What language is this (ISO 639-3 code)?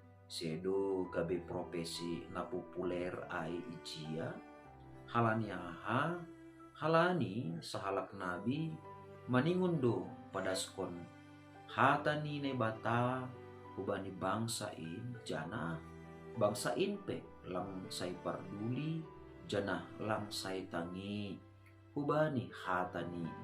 bts